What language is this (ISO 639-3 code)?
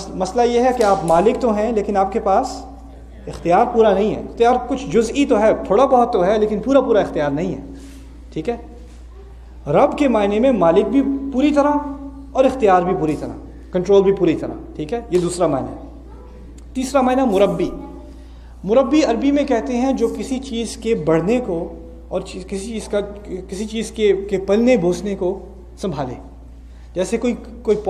urd